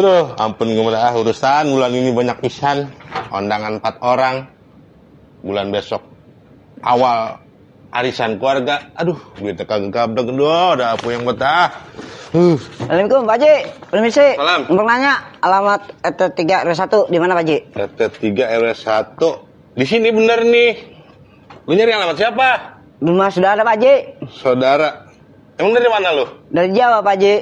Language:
Betawi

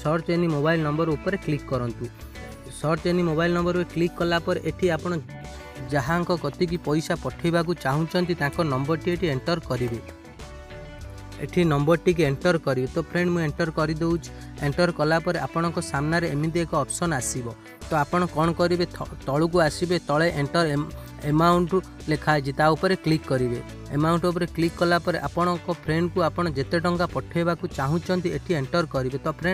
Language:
Odia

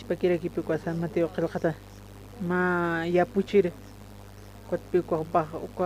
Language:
Aymara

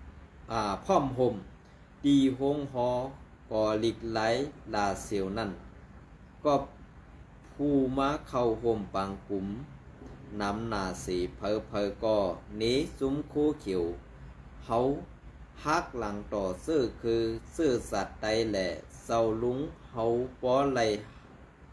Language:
Shan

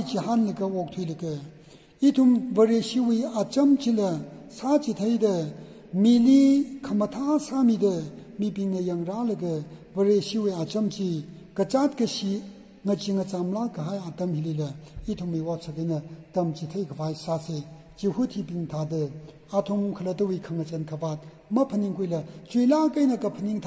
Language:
Tangkhul Naga (India)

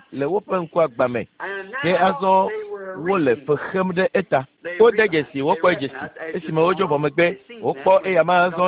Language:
Ewe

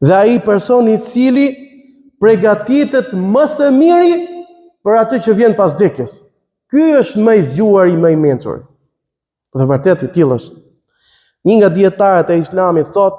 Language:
Albanian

